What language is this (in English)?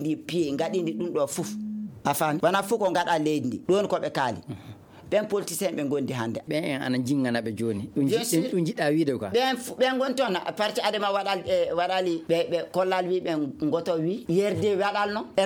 Maasina Fulfulde